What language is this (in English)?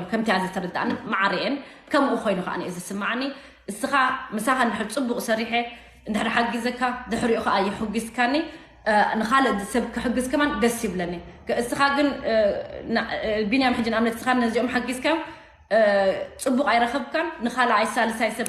Tigrinya